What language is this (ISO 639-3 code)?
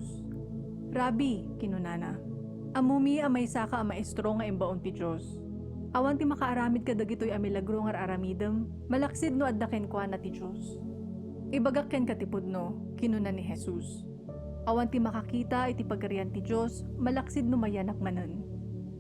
ilo